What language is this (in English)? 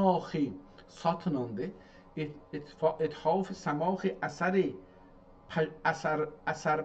South Azerbaijani